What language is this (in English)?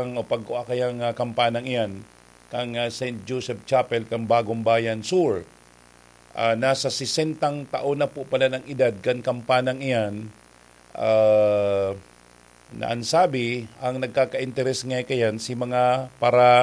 Bikol